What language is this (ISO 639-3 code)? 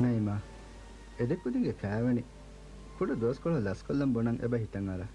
div